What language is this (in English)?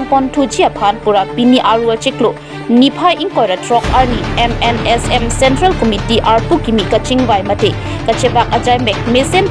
Karbi